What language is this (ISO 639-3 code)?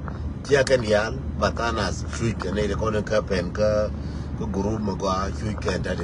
nus